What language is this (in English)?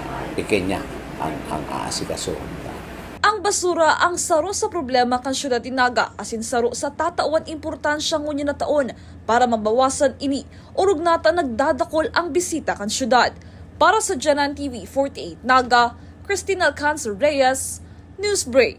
Bikol